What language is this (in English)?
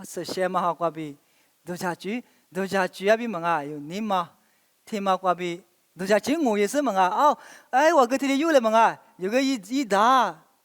Lisu